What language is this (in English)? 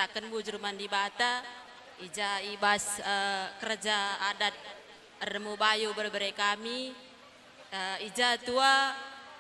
Batak Karo